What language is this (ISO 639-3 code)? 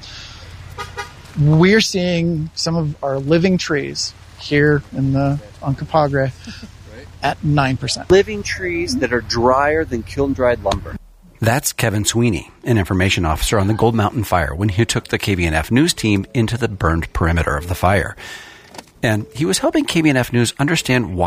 eng